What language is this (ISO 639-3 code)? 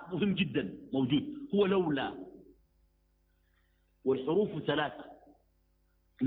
ara